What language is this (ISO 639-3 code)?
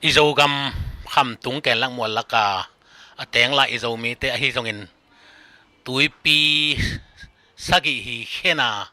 ctd